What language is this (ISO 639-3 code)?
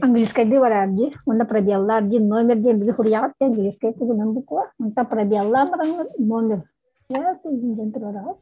sah